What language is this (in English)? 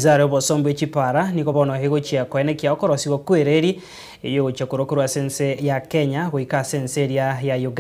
Gusii